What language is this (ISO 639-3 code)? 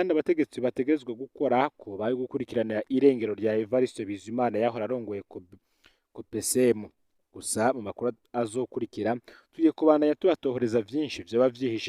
run